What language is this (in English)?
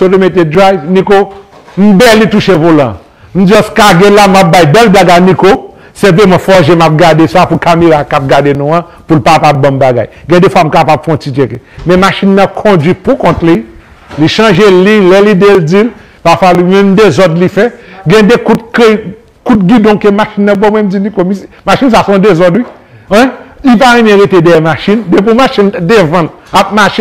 Haitian Creole